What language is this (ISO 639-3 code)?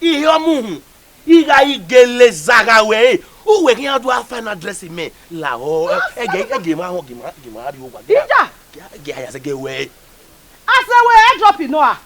bin